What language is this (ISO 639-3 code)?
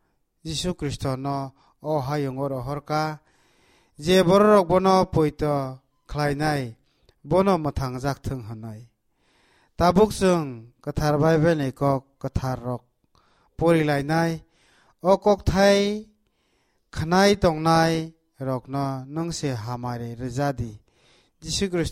trp